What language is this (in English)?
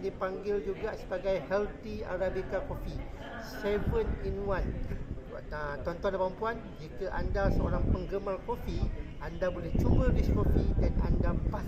Malay